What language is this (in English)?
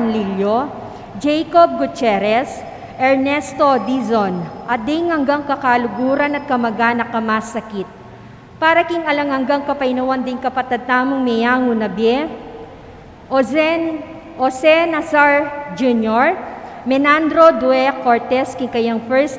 Pampanga